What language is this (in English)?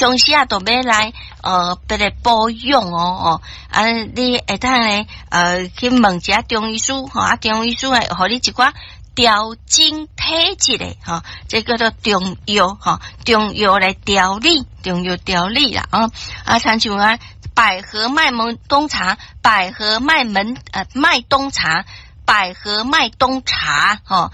Min Nan Chinese